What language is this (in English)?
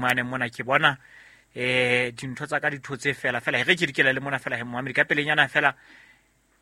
Southern Sotho